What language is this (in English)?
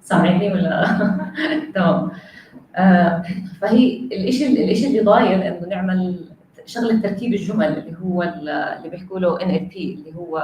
North Levantine Arabic